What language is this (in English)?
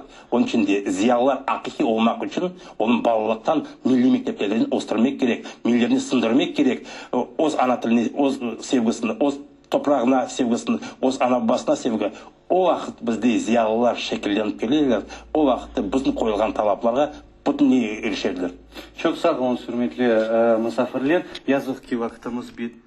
Crimean Tatar